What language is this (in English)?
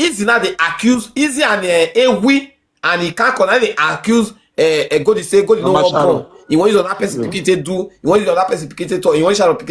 Nigerian Pidgin